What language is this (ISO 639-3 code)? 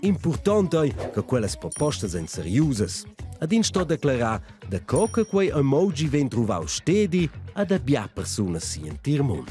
roh